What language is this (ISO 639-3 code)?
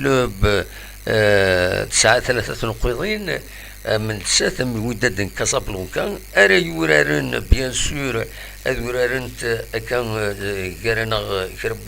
kab